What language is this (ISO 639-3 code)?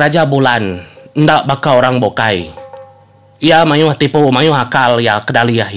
iba